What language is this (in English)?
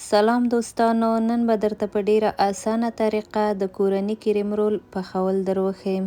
Pashto